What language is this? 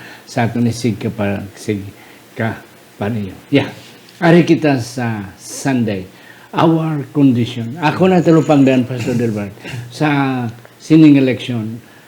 Hiligaynon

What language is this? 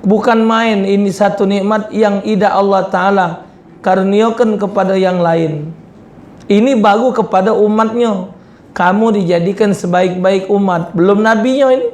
Musi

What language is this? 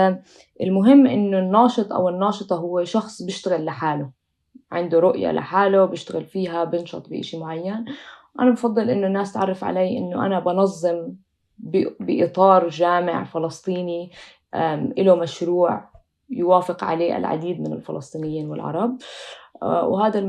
North Levantine Arabic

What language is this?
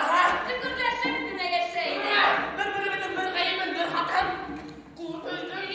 Bashkir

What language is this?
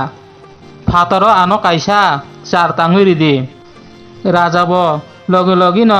Kok Borok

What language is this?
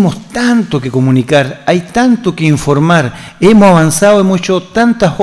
Spanish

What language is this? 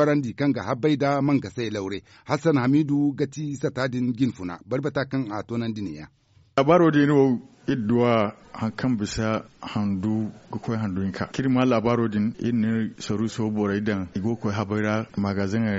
Zarma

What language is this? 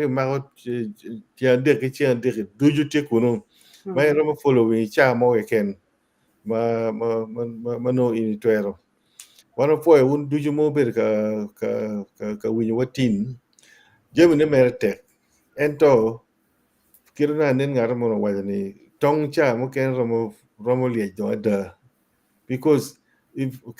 Acoli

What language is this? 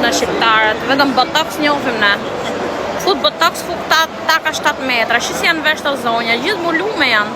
Albanian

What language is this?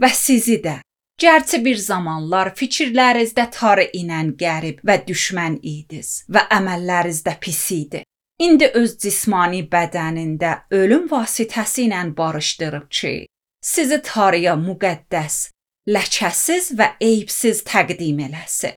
Azerbaijani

